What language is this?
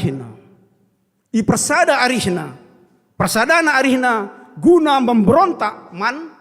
Batak Karo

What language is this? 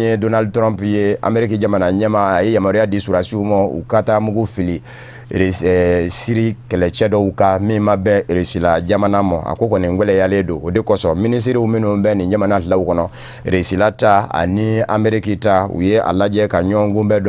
Bambara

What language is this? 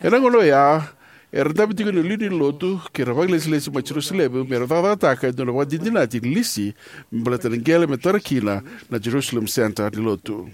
Fijian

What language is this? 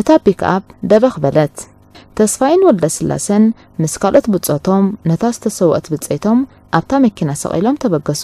Tigrinya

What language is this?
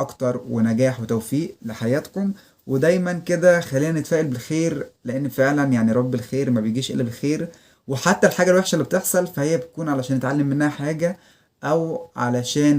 Egyptian Arabic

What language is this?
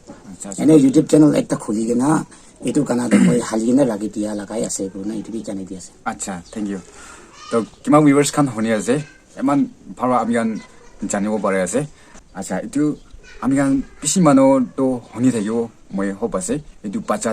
Naga Pidgin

